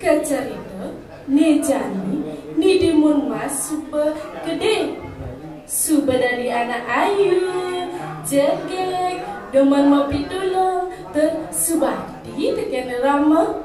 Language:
Balinese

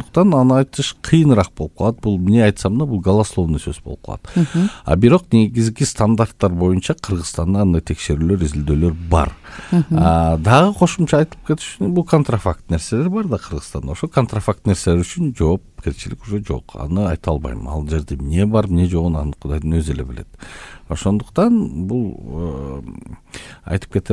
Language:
Kyrgyz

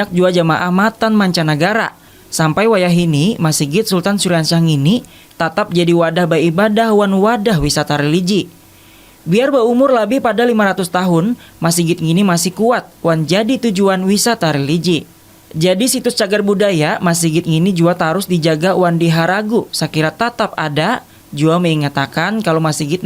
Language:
Banjar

